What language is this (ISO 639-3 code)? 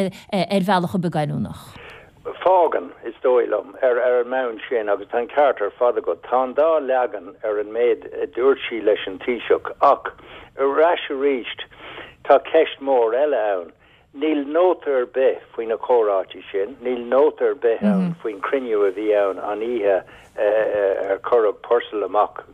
gle